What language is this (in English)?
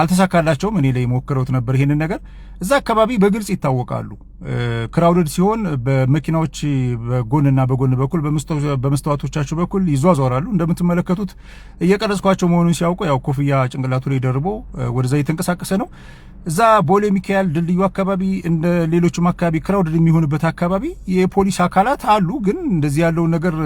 Amharic